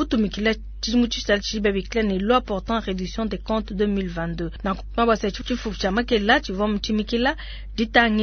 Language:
Luba-Lulua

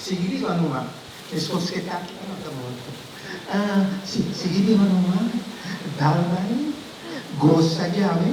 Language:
Papiamento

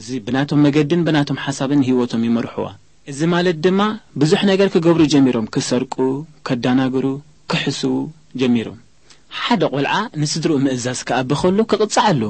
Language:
Tigrinya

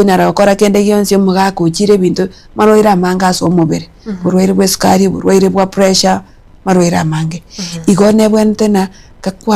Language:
Gusii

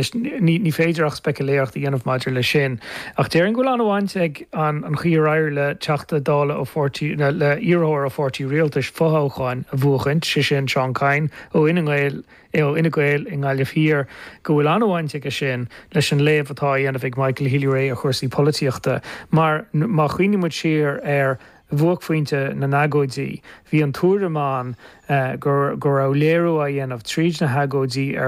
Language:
Irish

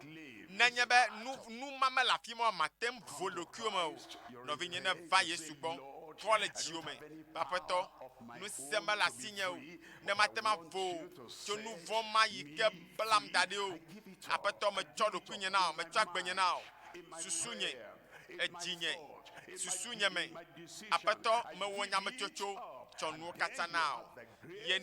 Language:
Ewe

